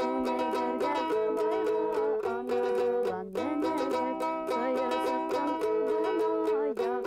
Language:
Bashkir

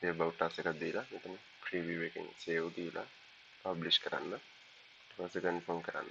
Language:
Sinhala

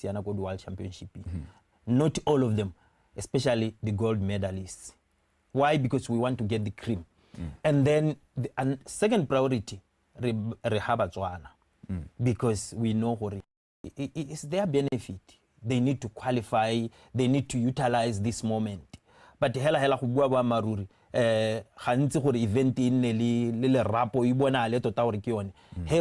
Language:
Tswana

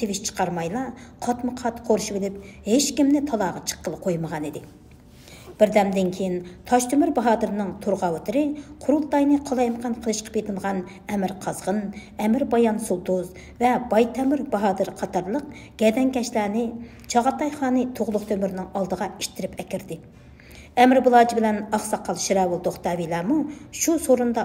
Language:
Uyghur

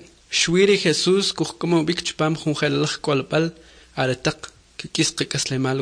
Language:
Kʼicheʼ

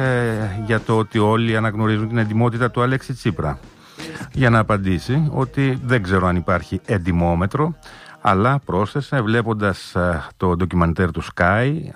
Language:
Greek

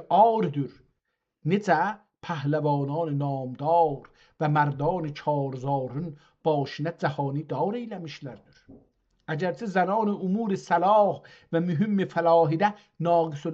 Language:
South Azerbaijani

